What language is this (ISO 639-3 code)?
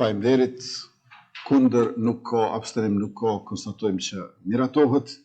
sqi